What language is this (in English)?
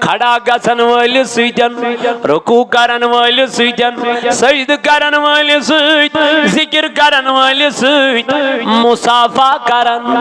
Kashmiri